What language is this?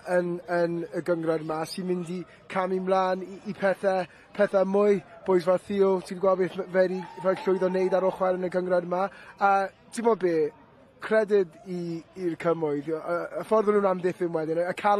Welsh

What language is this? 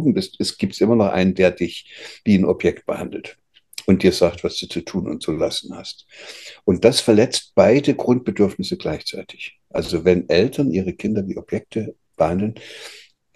German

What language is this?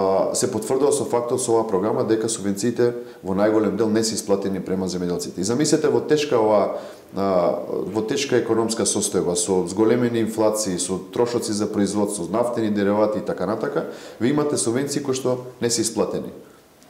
Macedonian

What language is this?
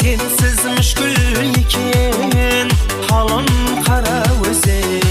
Kara-Kalpak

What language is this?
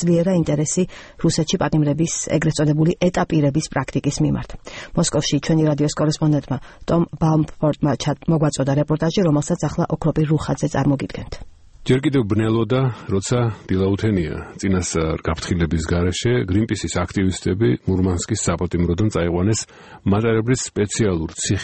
Georgian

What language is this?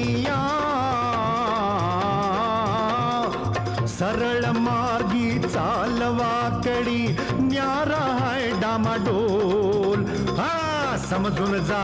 Marathi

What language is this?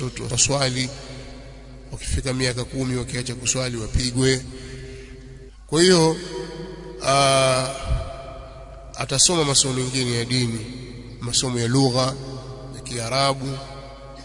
Swahili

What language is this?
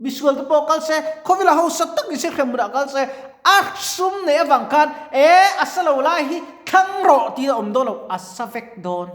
Mizo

